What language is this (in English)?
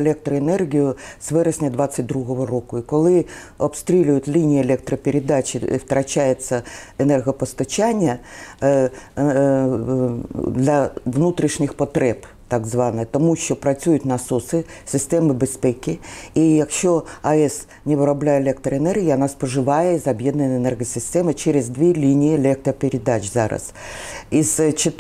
Ukrainian